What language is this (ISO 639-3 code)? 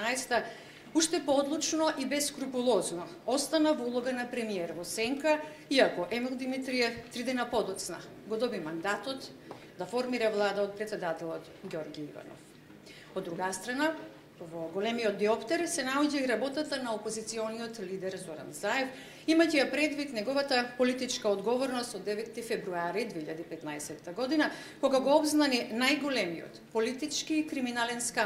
mkd